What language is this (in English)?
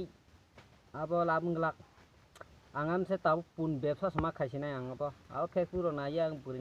Kok Borok